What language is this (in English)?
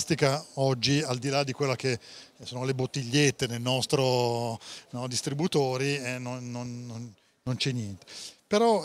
Italian